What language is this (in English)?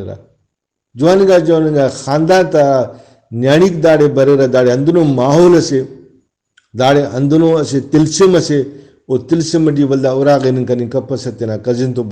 Brahui